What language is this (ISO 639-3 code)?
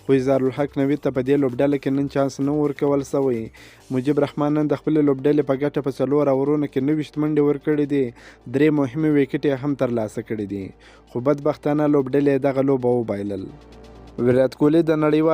pus